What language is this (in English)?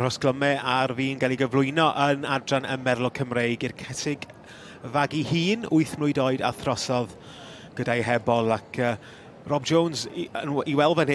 Welsh